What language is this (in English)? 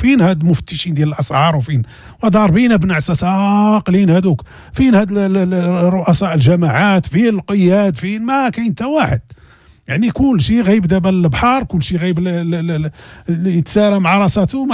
Moroccan Arabic